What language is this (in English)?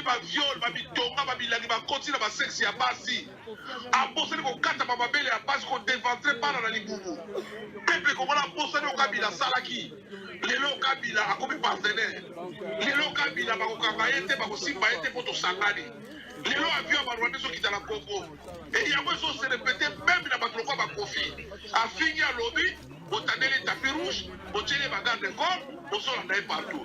Lingala